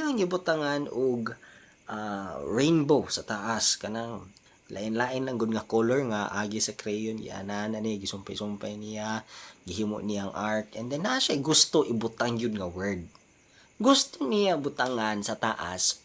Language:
Cebuano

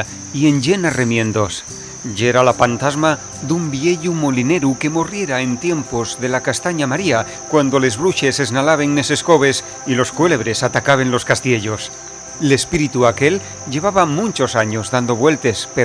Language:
Asturian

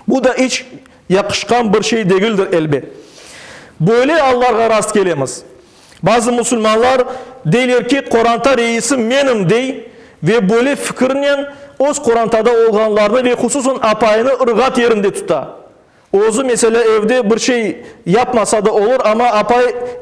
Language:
Crimean Tatar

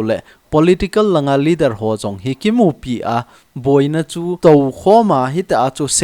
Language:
Thado Chin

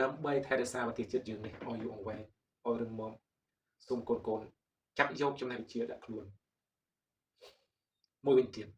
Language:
Khmer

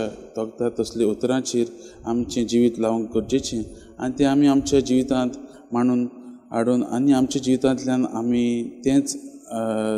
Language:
Konkani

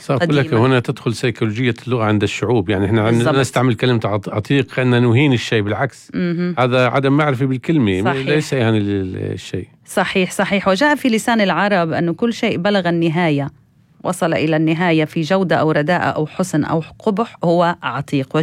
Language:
North Levantine Arabic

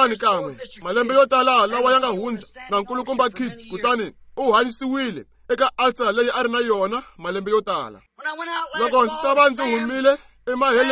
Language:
Tsonga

